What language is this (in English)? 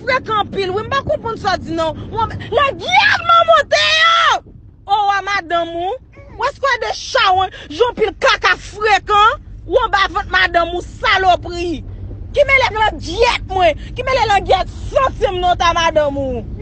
Haitian Creole